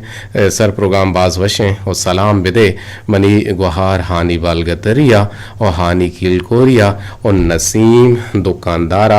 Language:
Eastern Balochi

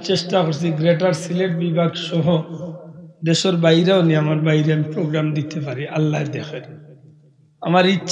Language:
Sylheti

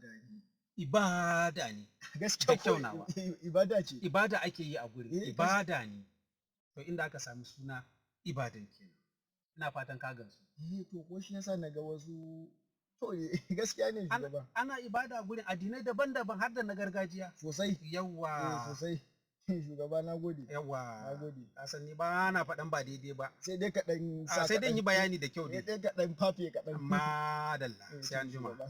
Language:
Hausa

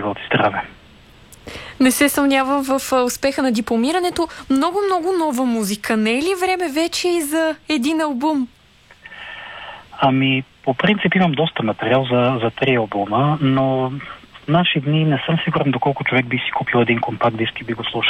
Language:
Bulgarian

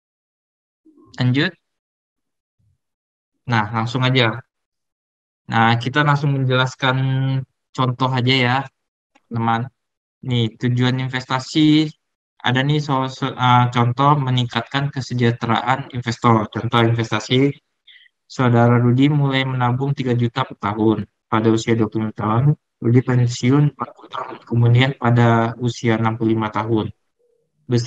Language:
Indonesian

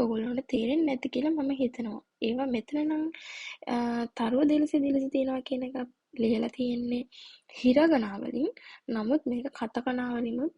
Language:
Sinhala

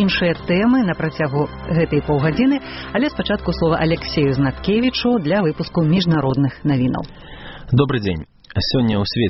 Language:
Belarusian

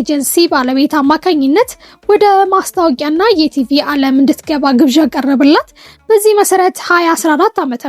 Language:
Amharic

